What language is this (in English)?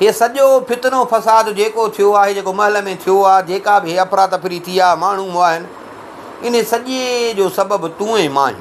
Sindhi